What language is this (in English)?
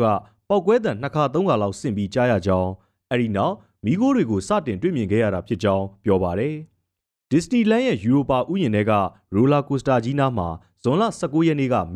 Burmese